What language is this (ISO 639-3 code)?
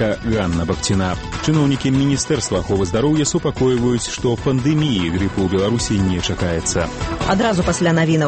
bel